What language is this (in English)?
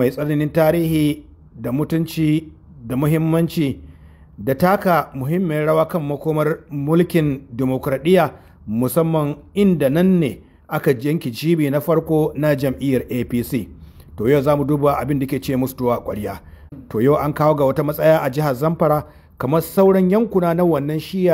Hausa